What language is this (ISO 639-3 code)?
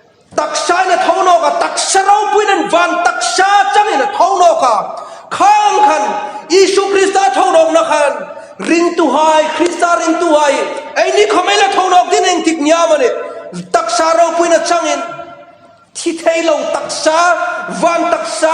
hmr